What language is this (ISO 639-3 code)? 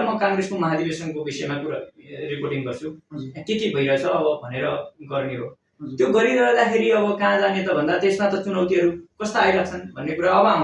nep